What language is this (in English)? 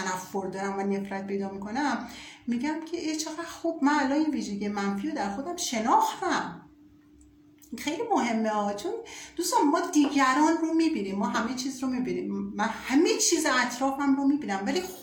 Persian